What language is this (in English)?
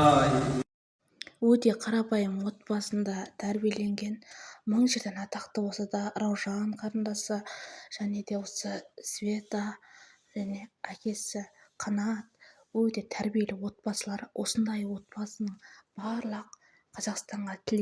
Kazakh